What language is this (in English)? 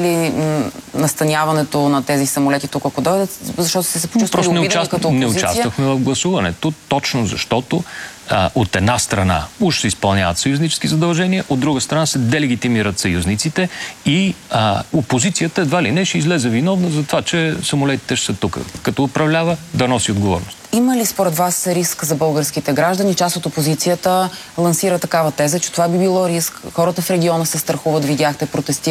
Bulgarian